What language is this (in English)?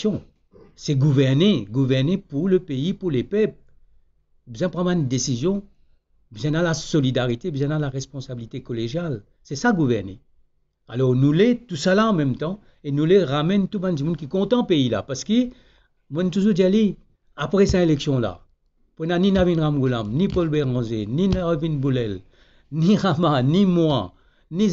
Morisyen